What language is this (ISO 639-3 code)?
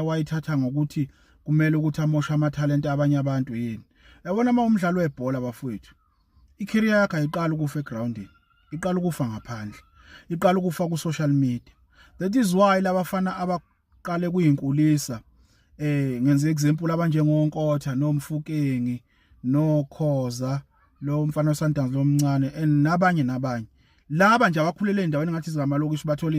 zul